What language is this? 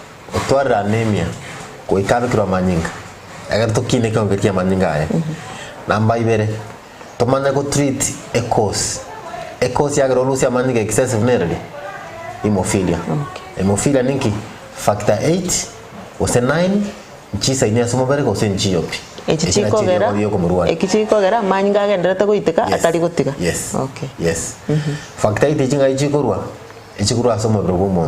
Gusii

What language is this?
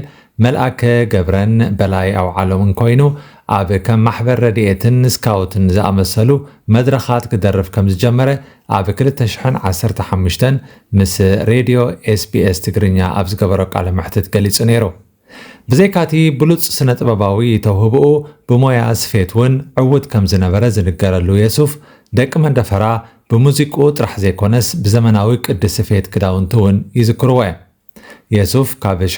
Tigrinya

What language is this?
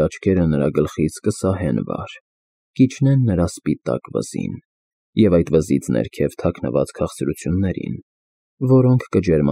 Armenian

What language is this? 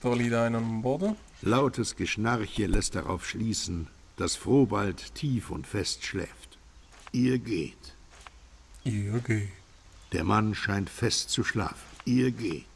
Swiss German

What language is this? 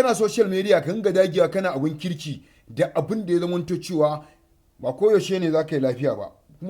Hausa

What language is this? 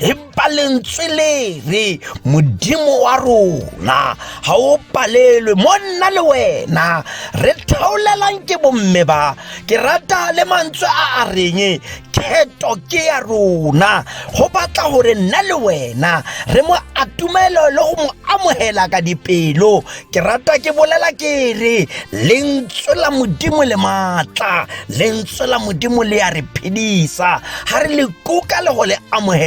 Tswana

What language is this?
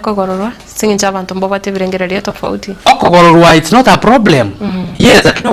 Gusii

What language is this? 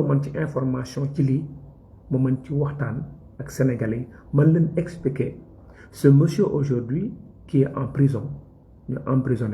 Wolof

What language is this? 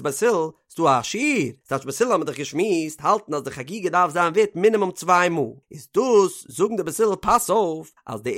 Yiddish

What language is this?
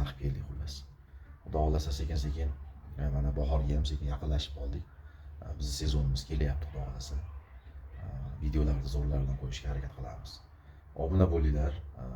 Uzbek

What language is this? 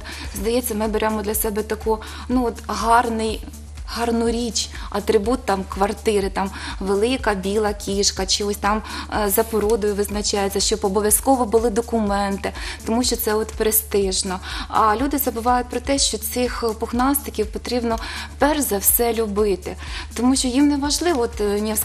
Ukrainian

